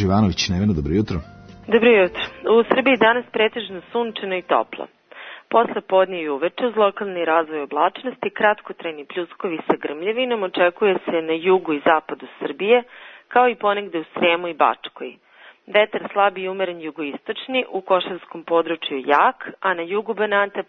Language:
Serbian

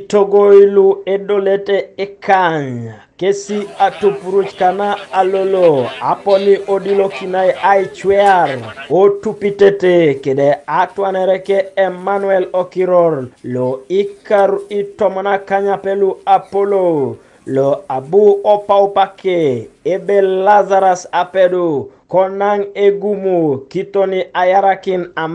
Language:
Teso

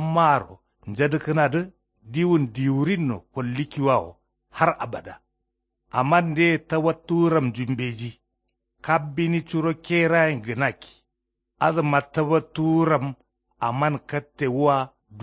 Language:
Kanuri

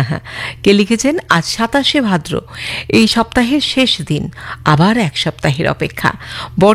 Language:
Bangla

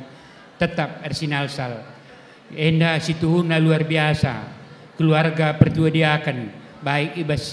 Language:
Batak Karo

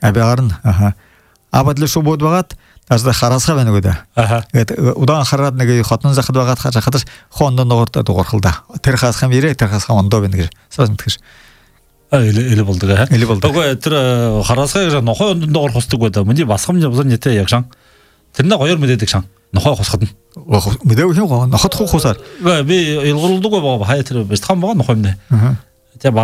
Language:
Buriat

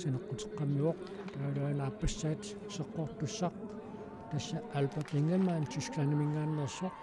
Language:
Kalaallisut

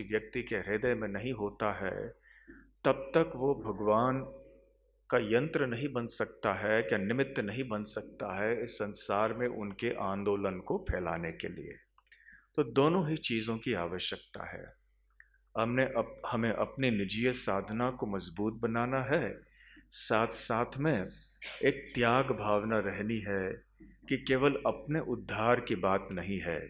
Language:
Hindi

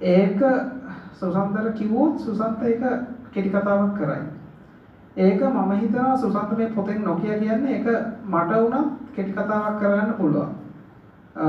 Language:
Sinhala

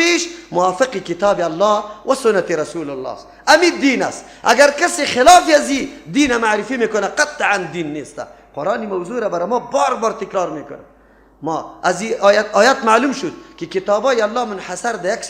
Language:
Persian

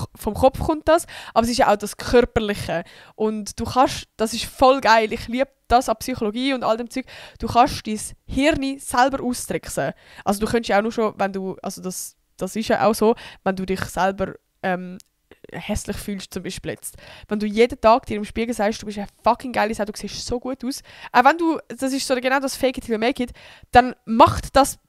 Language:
Swiss German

